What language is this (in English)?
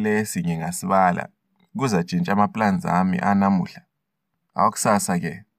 North Ndebele